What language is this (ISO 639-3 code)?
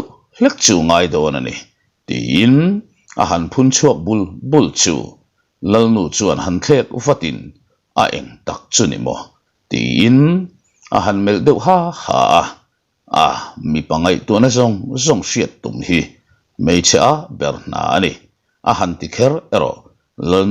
lus